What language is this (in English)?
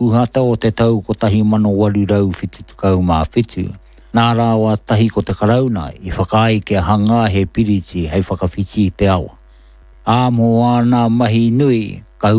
Māori